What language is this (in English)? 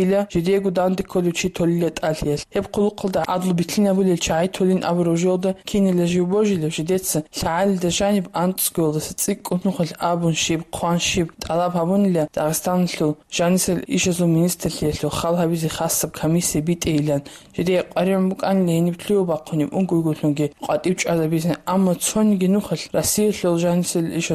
Avaric